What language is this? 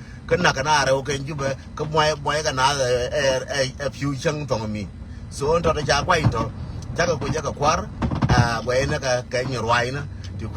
Nuer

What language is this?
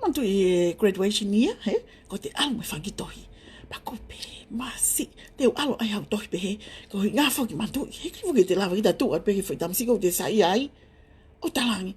Tongan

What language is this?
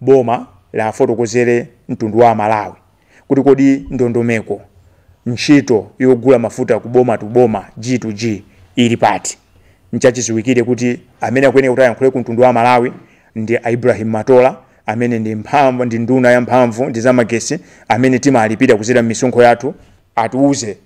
Nyanja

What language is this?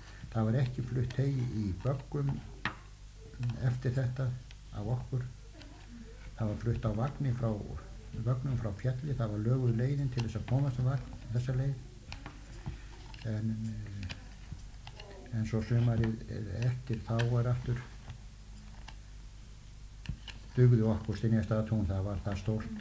Icelandic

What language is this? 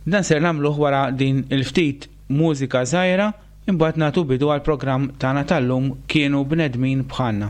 Maltese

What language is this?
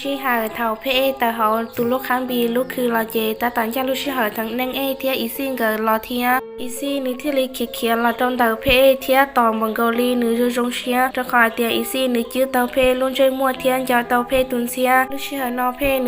Hmong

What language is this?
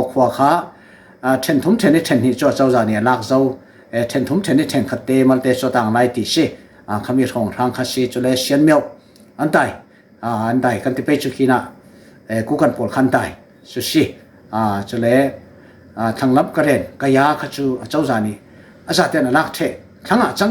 Falam Chin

